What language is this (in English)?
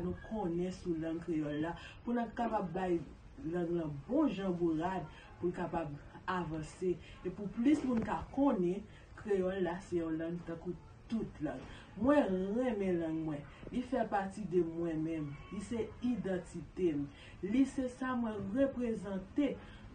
Haitian Creole